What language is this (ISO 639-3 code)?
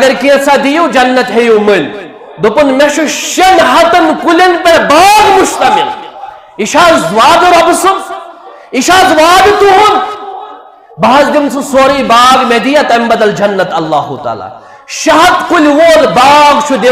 kas